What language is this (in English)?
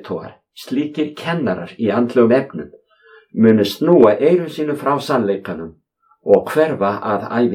Icelandic